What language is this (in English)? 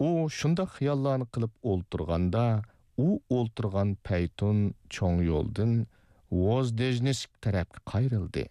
Uyghur